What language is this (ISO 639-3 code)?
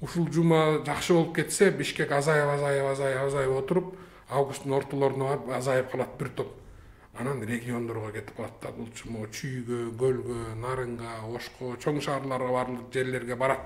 kir